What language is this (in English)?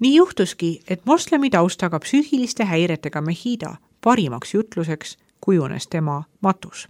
Estonian